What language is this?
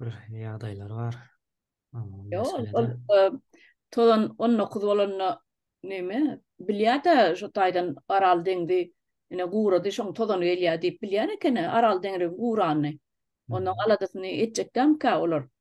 Turkmen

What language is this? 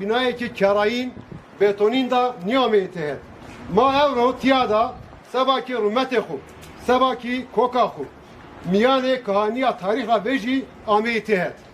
Zaza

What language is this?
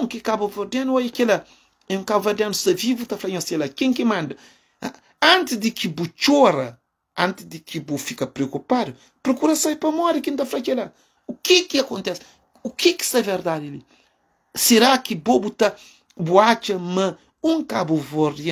Kabuverdianu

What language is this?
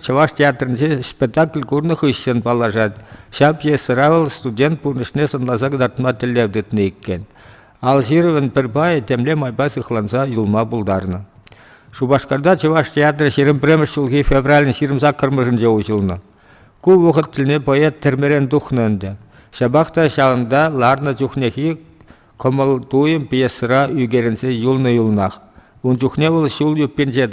Chuvash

